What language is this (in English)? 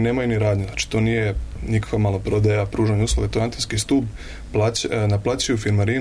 Serbian